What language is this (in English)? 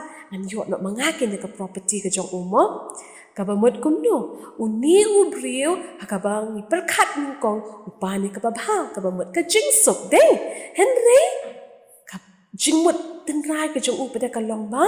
Khasi